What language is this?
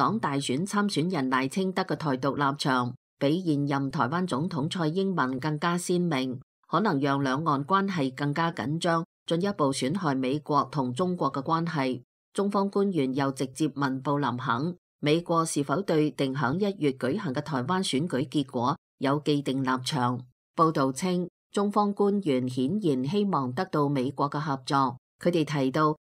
Cantonese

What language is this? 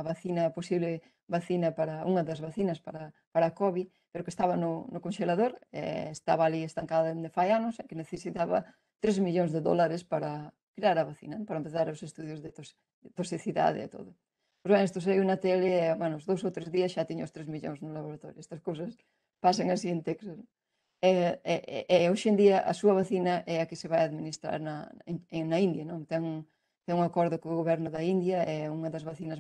Galician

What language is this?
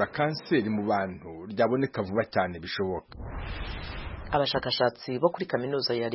Kinyarwanda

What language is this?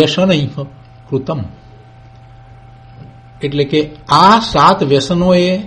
Gujarati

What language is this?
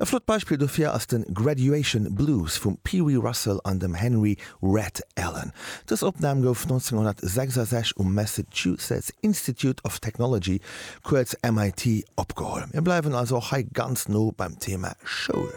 Luxembourgish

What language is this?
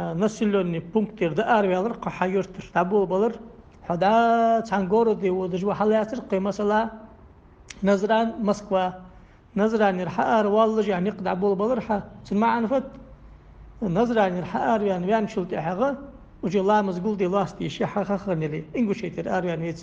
Ingush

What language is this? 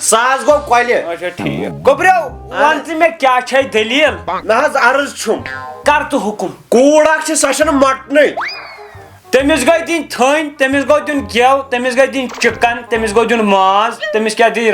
Kashmiri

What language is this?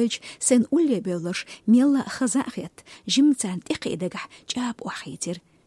Chechen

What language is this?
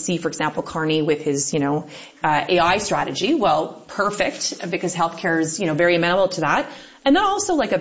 English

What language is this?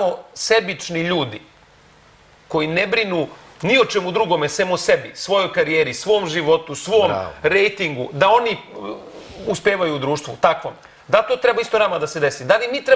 Serbian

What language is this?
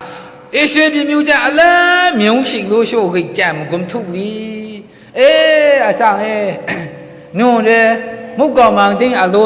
Maru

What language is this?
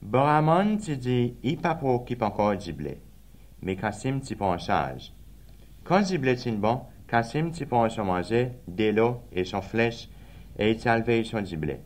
Seselwa Creole French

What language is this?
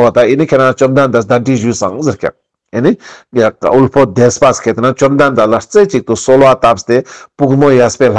Ladakhi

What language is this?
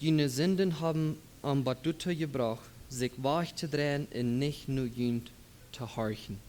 Plautdietsch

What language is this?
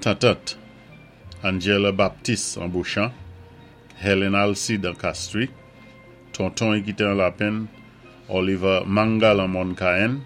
Saint Lucian Creole French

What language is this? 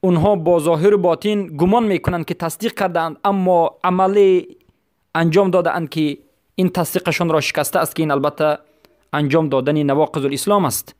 Persian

